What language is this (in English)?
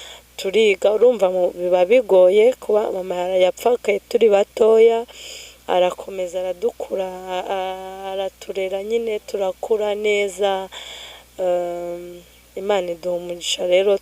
Kinyarwanda